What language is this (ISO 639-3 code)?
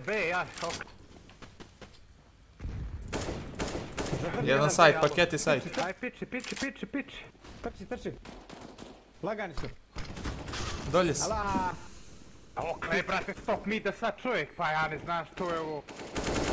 hrv